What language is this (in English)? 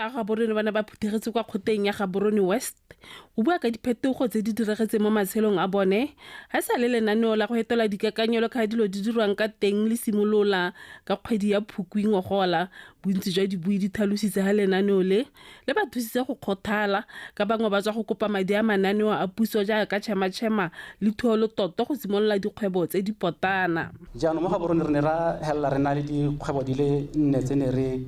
Tswana